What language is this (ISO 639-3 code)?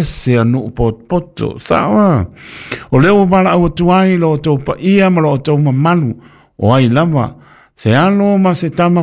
smo